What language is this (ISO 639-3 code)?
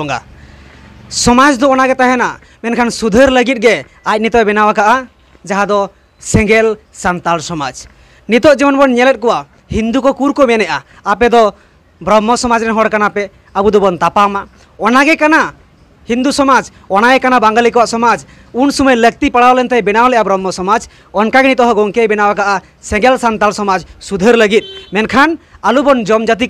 sat